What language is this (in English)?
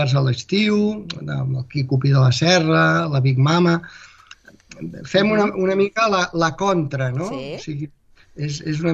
Catalan